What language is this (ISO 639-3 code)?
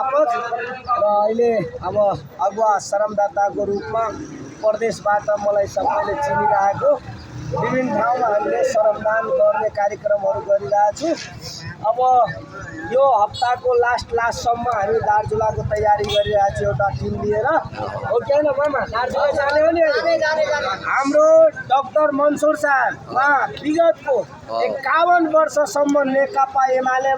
nep